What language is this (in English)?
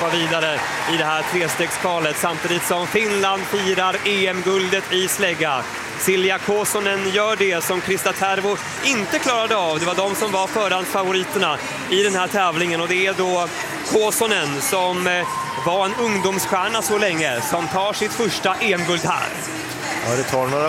Swedish